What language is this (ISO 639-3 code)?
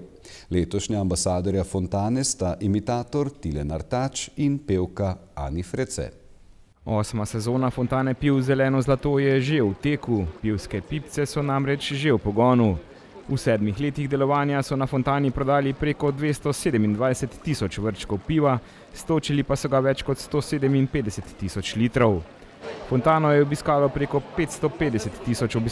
slv